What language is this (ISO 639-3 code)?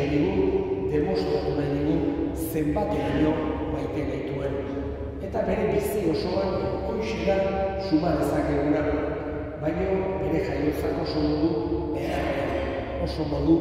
eus